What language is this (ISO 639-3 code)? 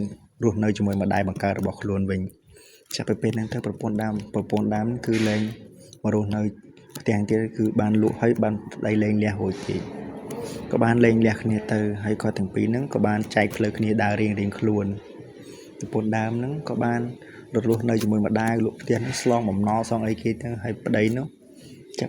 khm